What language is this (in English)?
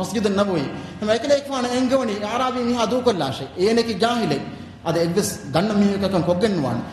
Divehi